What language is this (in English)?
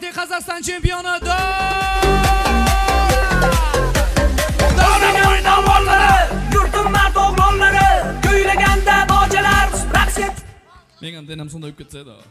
Kara-Kalpak